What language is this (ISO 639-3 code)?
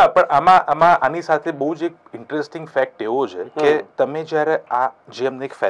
guj